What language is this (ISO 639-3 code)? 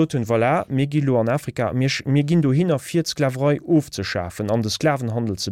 ltz